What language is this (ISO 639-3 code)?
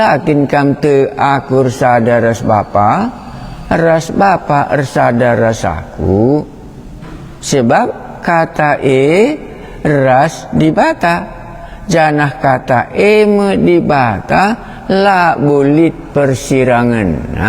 btx